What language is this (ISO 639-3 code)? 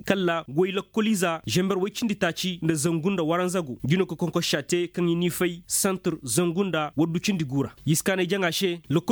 ses